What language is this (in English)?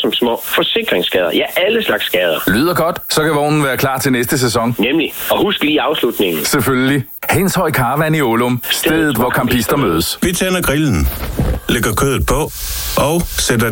Danish